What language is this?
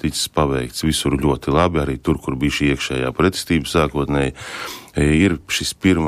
Latvian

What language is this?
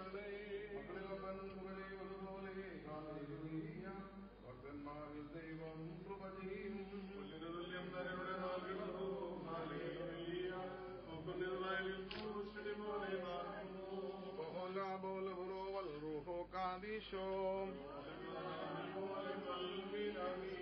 Malayalam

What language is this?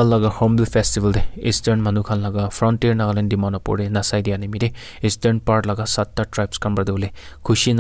Naga Pidgin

